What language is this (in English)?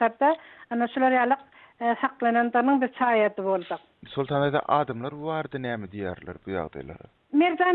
Turkmen